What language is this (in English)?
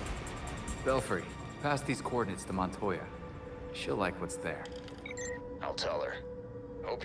English